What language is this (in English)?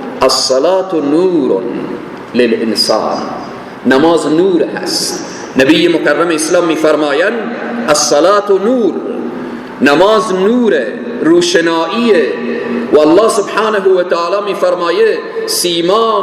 Persian